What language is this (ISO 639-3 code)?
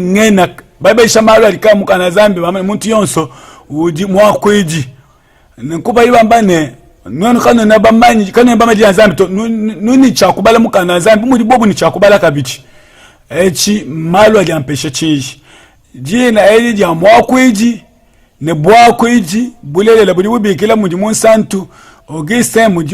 lua